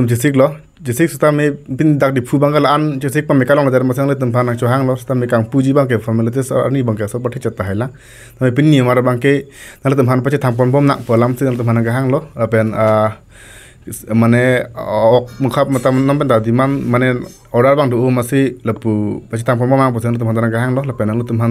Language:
Karbi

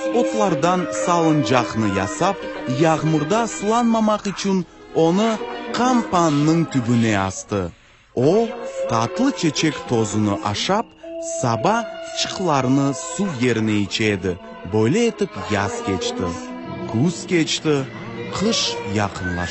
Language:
Crimean Tatar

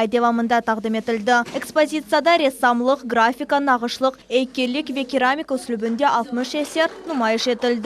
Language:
Crimean Tatar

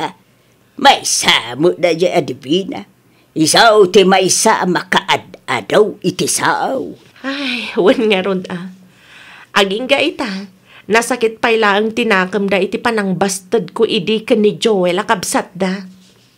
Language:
Iloko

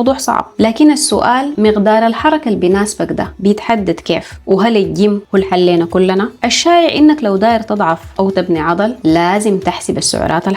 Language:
Sudanese Arabic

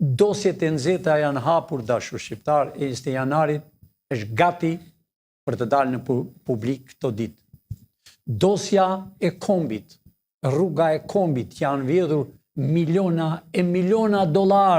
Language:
Albanian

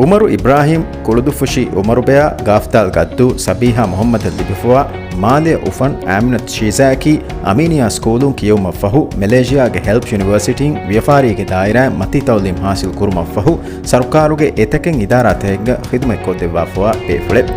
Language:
Divehi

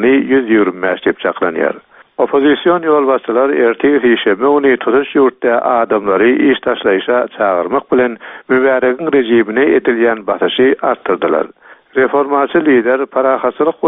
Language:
Turkmen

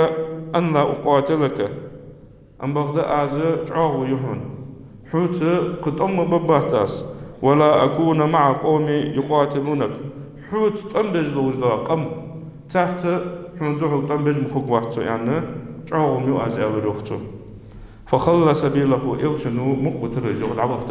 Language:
Ingush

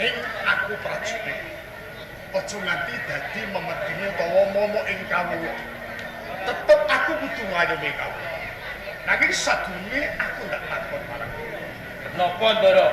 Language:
Javanese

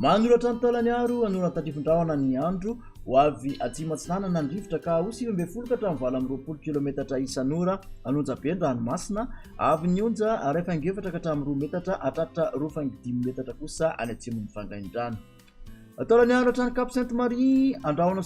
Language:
Malagasy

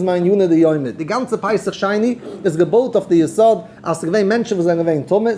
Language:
Yiddish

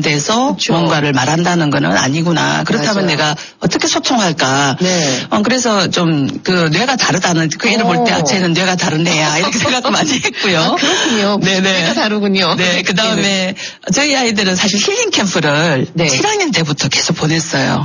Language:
Korean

